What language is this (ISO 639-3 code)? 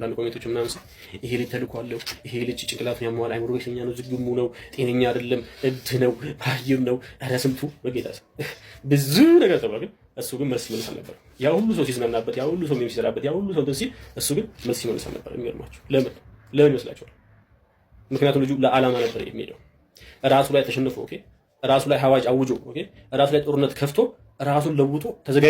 amh